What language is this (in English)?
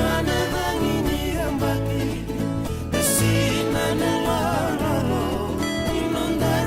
Fijian